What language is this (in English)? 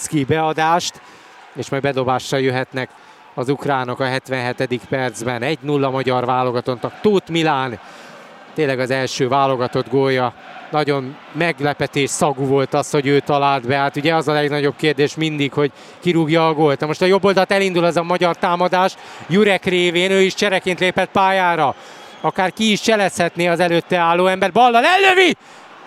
Hungarian